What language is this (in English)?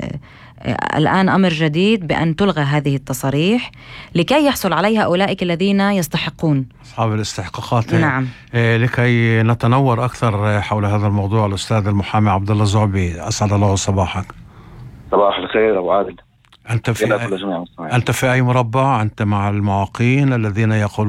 North Levantine Arabic